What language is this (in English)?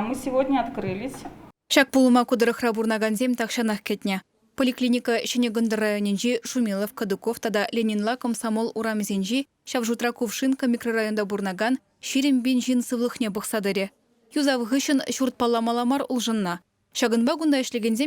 Chuvash